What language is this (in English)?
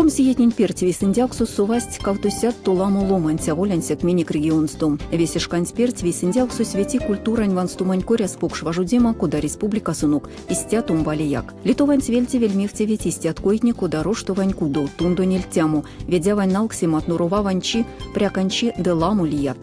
Erzya